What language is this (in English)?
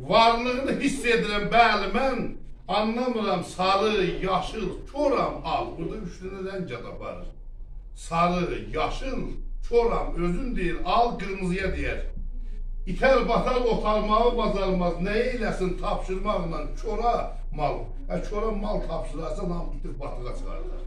South Azerbaijani